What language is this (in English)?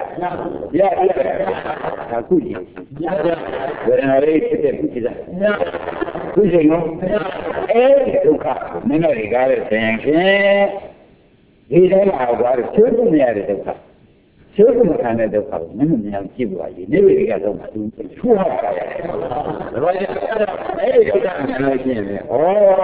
Burmese